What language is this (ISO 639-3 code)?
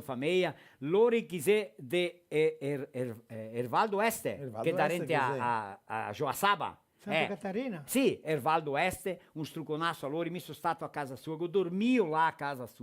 vec